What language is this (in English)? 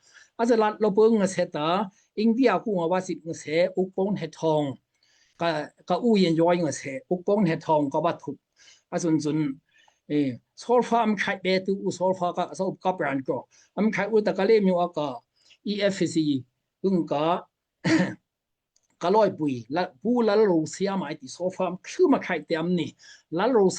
Daai Chin